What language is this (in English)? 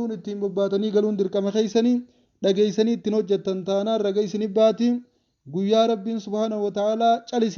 Oromo